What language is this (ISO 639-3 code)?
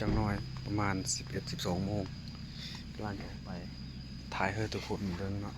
lao